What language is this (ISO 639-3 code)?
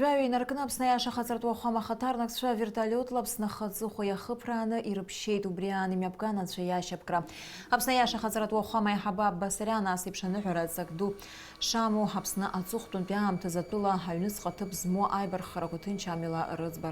abk